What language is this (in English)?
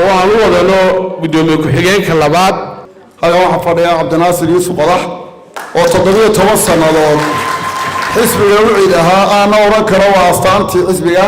Somali